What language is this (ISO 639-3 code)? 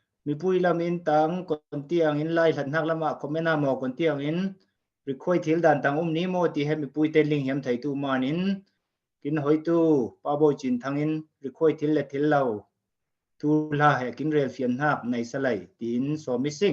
cfm